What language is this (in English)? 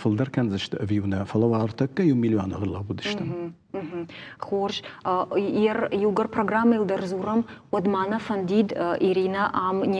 Ossetic